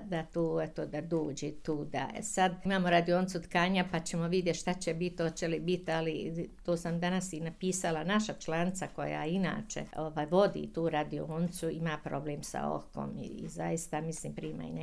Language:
Croatian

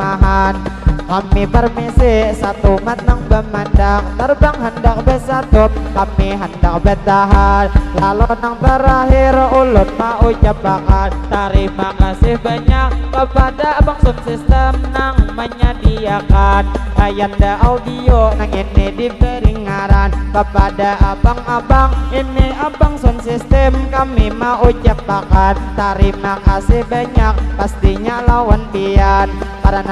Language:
Banjar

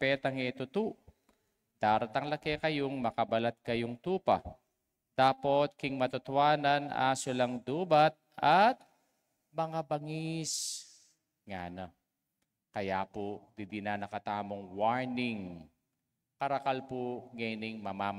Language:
Pampanga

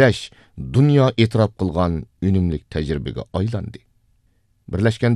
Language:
Uyghur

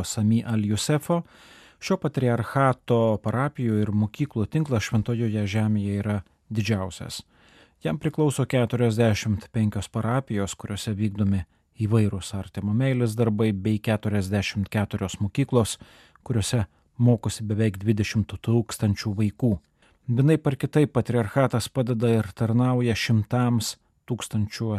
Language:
Lithuanian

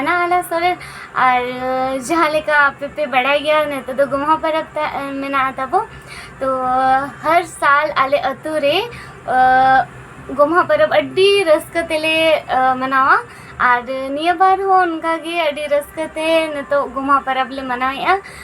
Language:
Santali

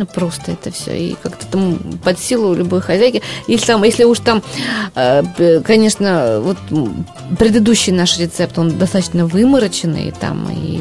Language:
Russian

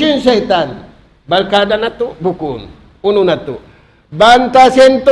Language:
Tausug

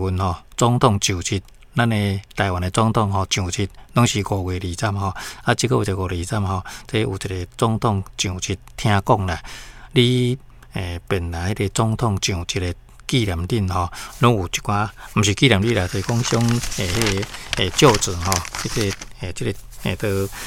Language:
Min Nan Chinese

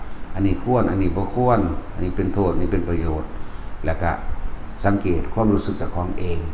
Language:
Northeastern Thai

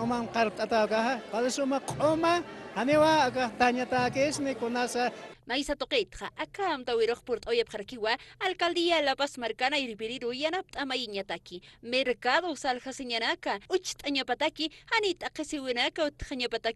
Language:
Aymara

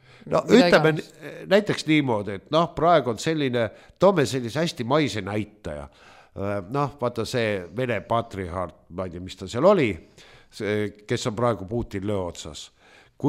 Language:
Estonian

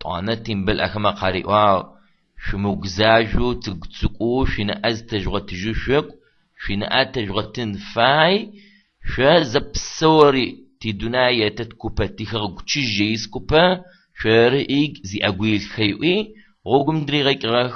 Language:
Adyghe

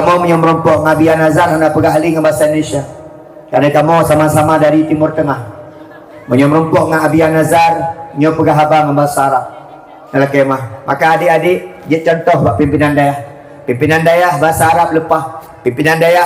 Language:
Achinese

